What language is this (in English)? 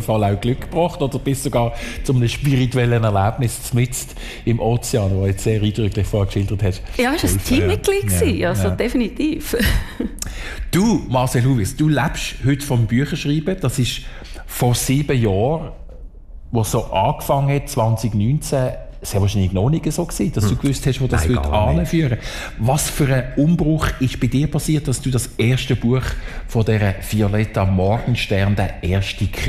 German